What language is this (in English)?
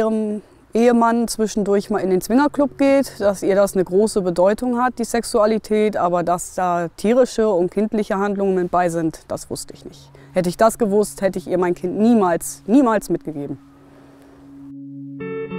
German